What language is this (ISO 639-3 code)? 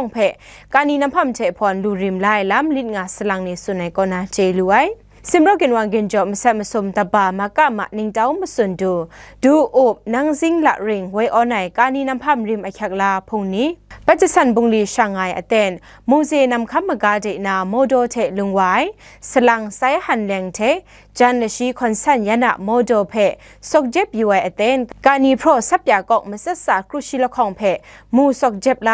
kac